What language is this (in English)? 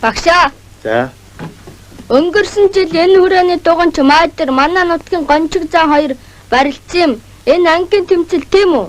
Mongolian